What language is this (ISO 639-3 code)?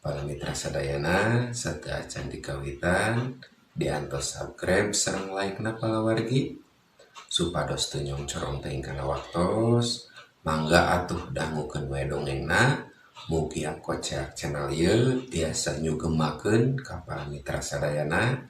sun